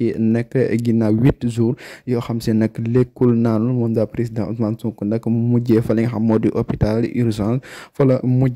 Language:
Wolof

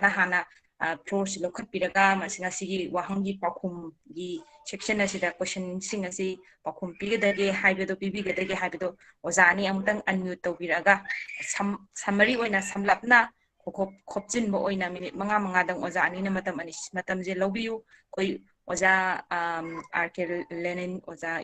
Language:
Manipuri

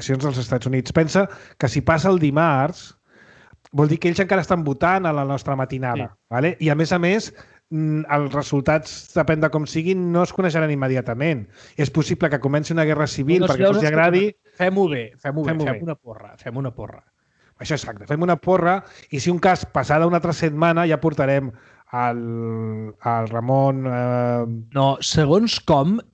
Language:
Catalan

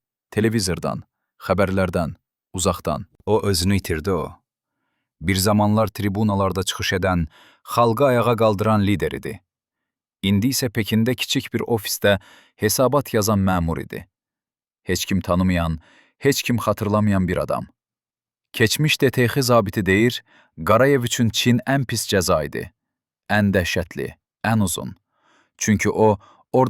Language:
Azerbaijani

